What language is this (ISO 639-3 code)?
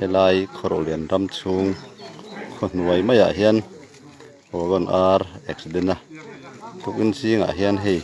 lus